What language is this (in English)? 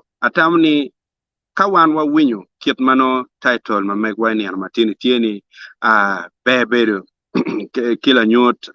Acoli